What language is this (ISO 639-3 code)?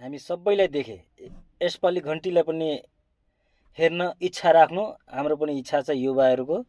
nep